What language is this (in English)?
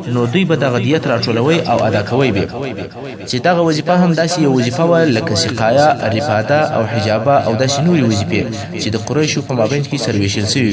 Pashto